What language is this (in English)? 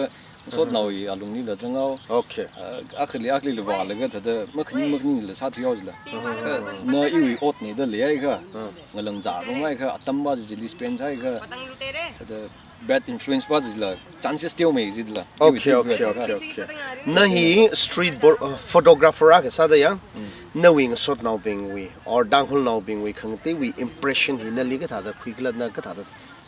Tangkhul Naga (India)